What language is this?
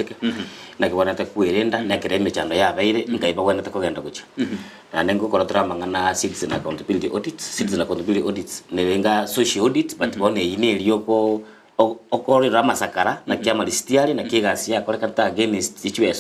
Gusii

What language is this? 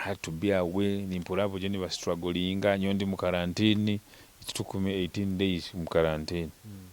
Nyoro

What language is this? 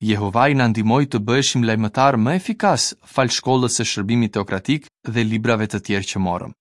Albanian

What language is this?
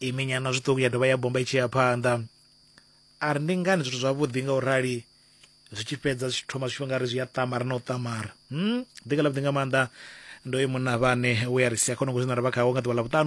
Venda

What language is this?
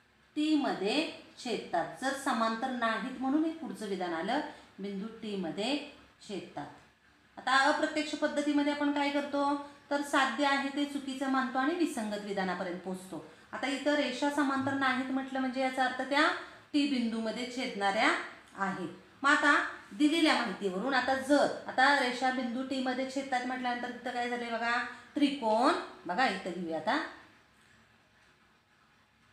Marathi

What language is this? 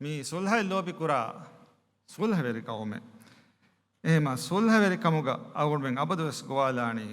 Divehi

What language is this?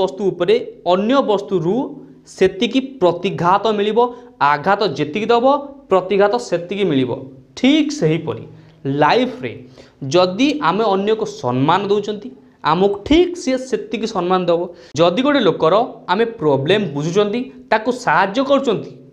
Odia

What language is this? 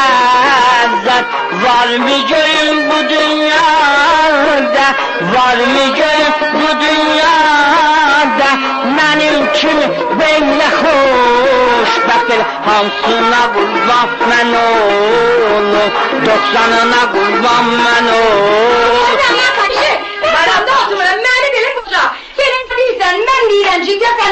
South Azerbaijani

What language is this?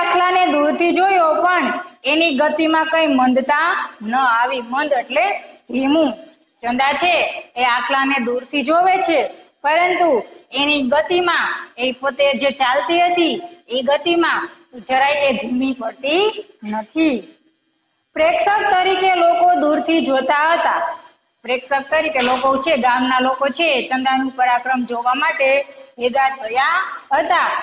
Gujarati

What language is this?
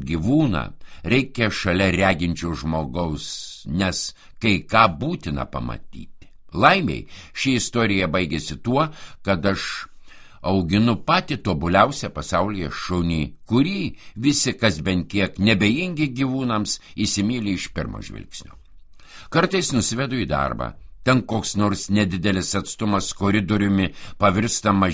Lithuanian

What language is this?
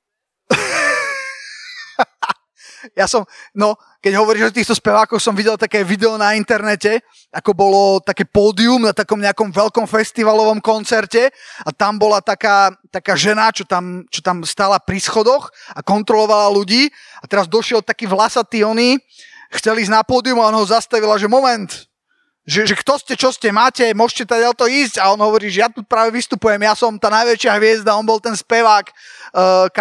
Slovak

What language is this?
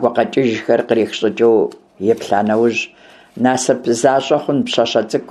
Kabardian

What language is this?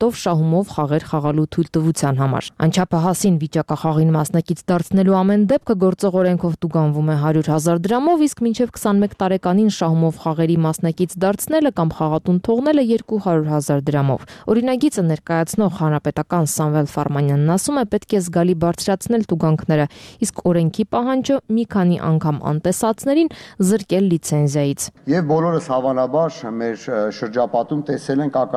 Armenian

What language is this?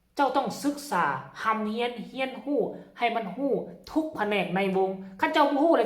Lao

